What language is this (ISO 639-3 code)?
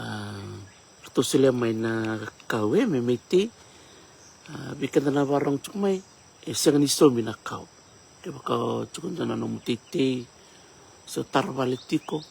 fij